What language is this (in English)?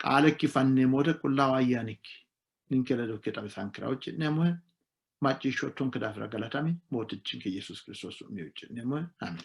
Sidamo